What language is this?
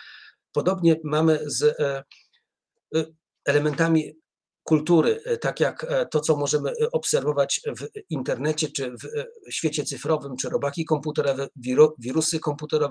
Polish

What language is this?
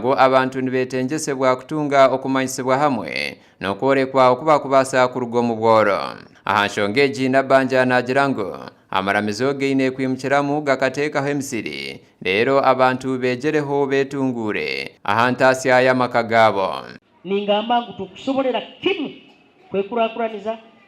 Nyankole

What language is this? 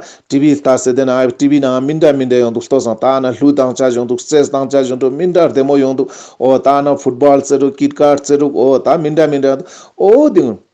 Ladakhi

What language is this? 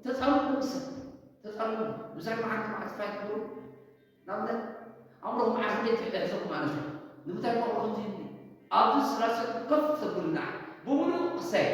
Tigrinya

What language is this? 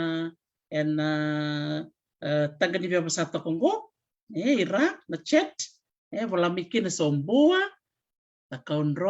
Fijian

